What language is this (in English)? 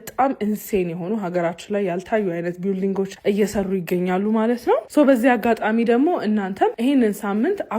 Amharic